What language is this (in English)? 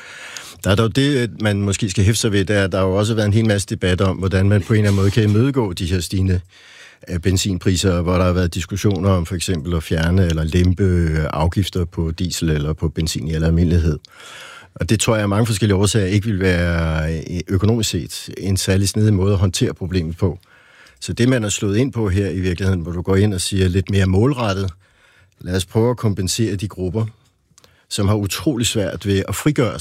Danish